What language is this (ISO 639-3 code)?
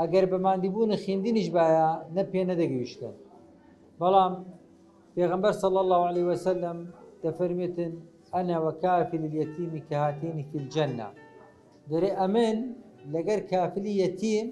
ckb